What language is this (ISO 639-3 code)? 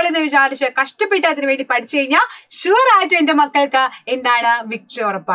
mal